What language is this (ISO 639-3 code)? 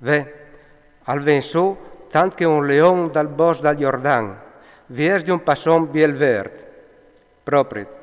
fur